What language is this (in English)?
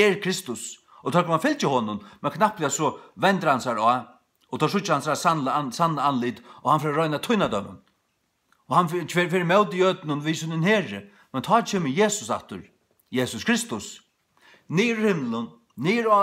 Faroese